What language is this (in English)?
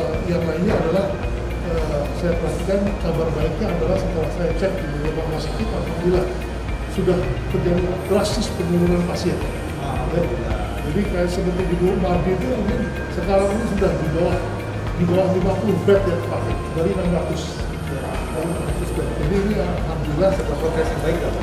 Indonesian